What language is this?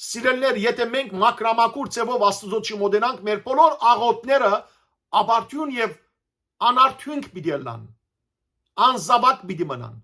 Western Armenian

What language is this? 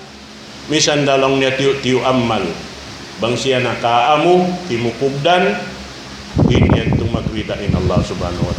Tausug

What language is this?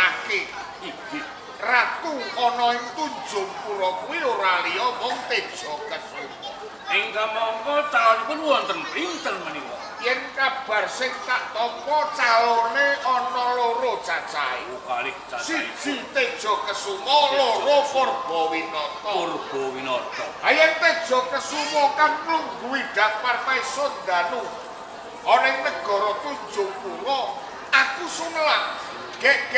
Javanese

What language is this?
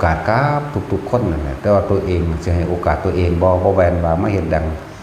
Northeastern Thai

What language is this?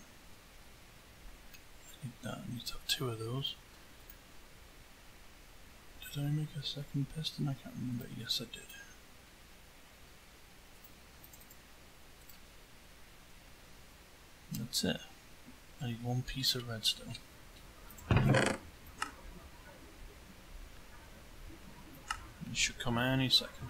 English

